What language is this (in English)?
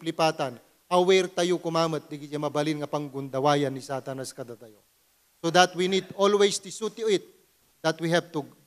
Iloko